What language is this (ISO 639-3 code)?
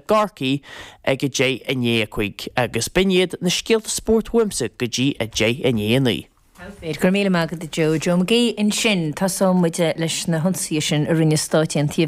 gle